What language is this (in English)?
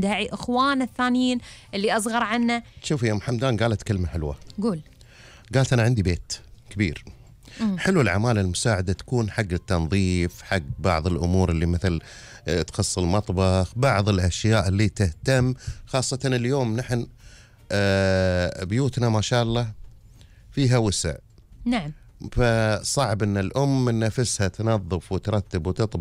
Gulf Arabic